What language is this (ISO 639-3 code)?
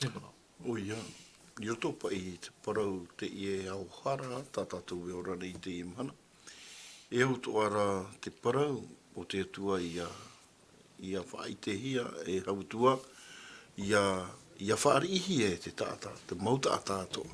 tah